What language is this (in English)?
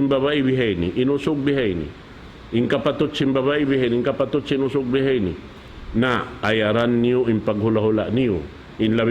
Tausug